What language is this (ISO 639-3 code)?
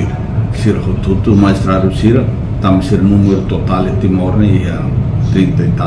tet